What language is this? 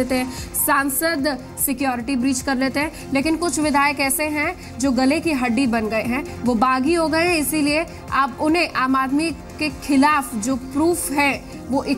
Hindi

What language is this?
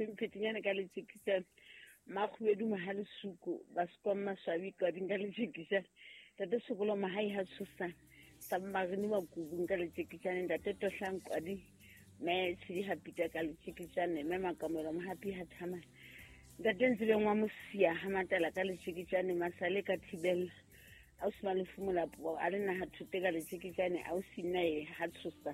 Southern Sotho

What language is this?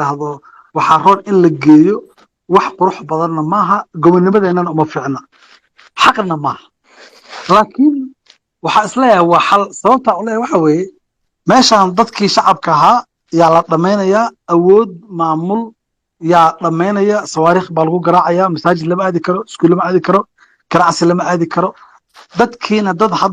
Somali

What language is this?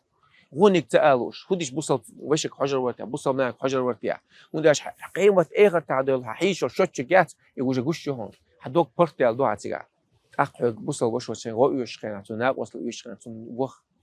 Chechen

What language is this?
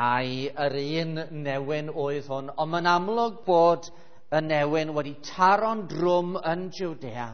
Welsh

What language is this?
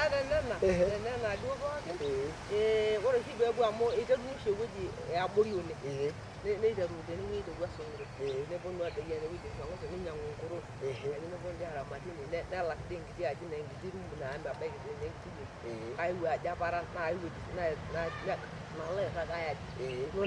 Masai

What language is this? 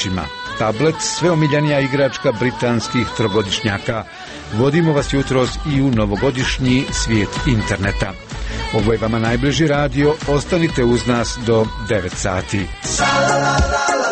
Croatian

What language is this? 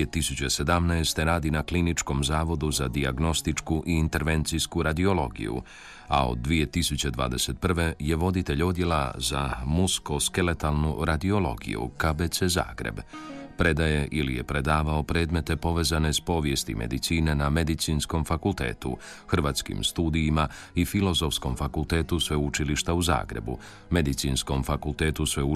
Croatian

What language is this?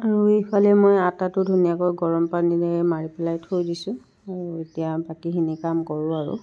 Assamese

